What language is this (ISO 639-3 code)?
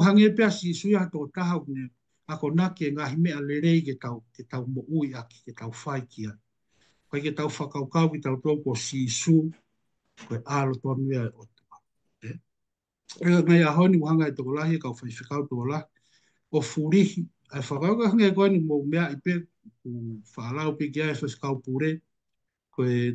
ton